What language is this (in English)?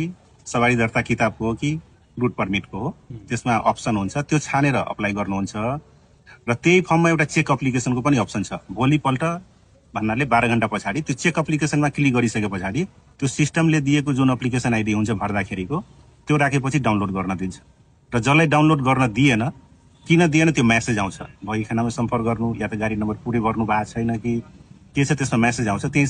Nepali